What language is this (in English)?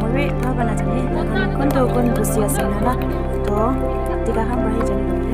Naga Pidgin